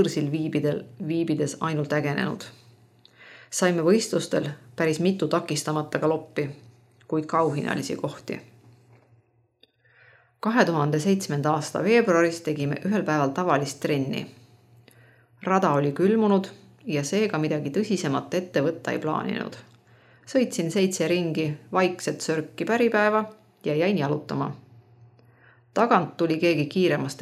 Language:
Estonian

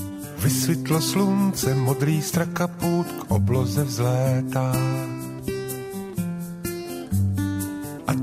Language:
Czech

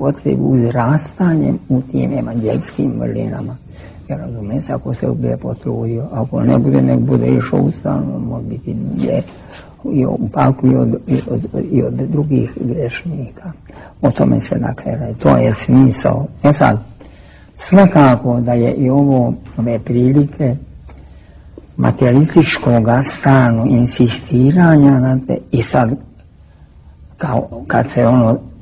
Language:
Serbian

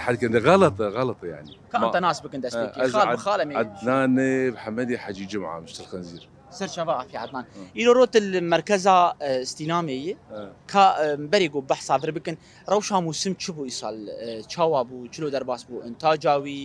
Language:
Kurdish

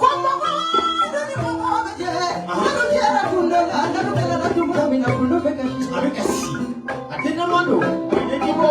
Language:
Bambara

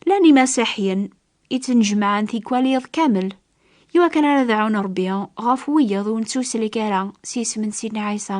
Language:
Kabyle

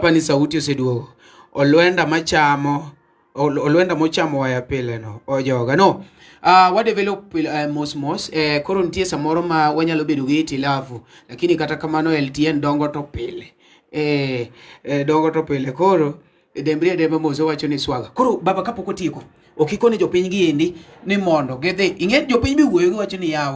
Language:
Luo (Kenya and Tanzania)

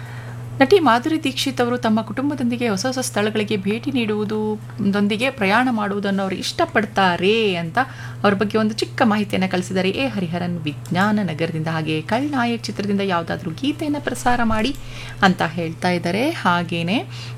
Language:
Kannada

